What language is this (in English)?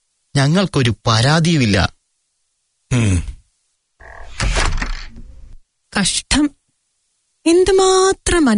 Malayalam